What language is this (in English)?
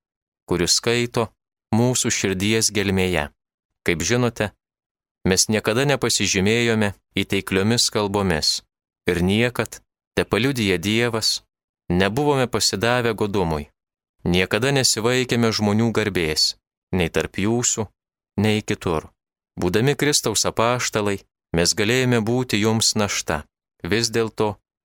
Lithuanian